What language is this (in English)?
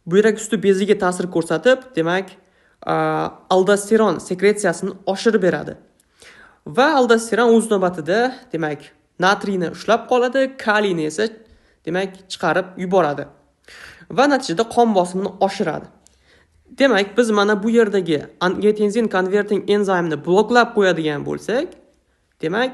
Uzbek